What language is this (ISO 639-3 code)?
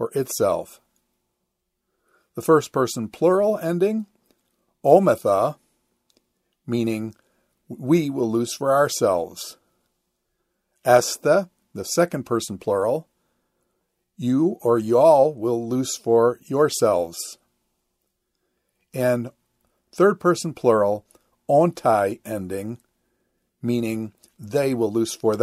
eng